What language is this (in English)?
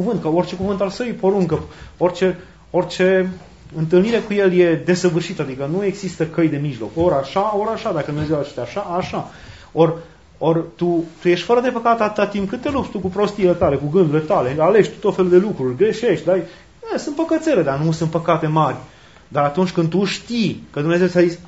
Romanian